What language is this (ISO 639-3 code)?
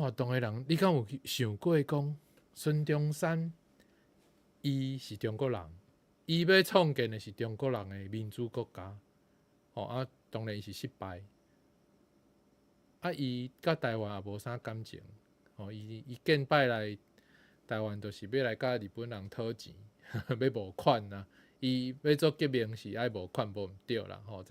nan